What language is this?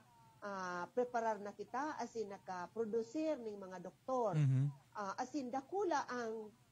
Bikol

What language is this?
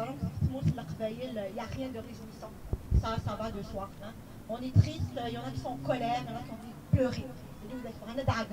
Kabyle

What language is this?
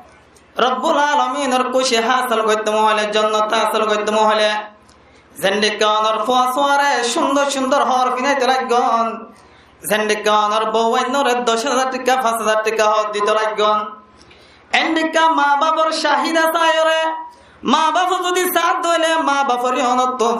Rohingya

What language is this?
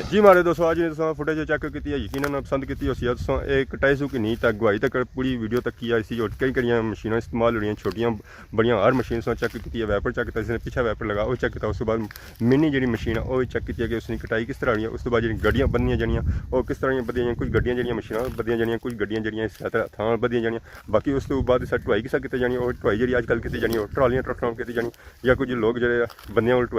Pahari-Potwari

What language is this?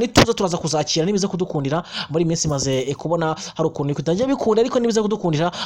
Kinyarwanda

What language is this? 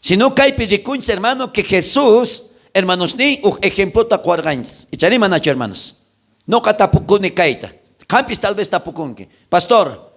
South Bolivian Quechua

